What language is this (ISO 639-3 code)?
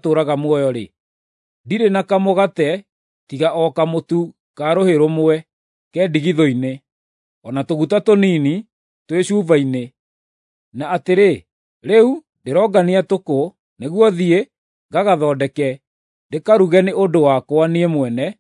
kik